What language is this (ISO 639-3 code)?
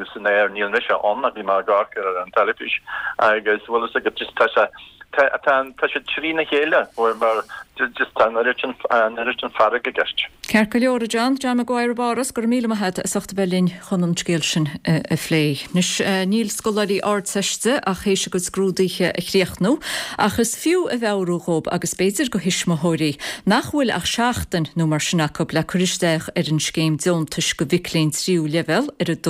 gle